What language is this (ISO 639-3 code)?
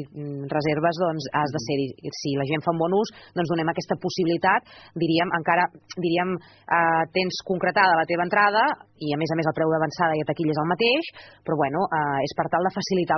cat